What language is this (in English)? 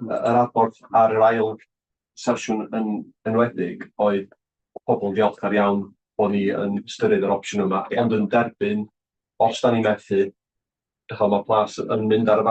Welsh